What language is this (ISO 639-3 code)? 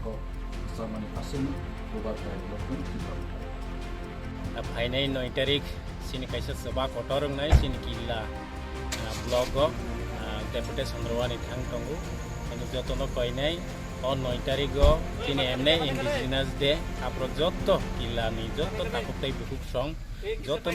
trp